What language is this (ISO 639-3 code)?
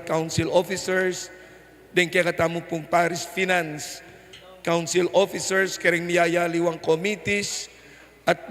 pam